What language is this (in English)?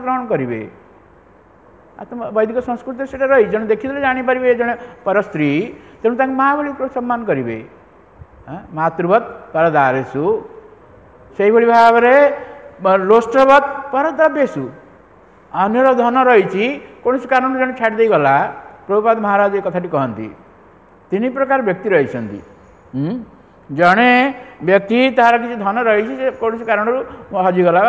Odia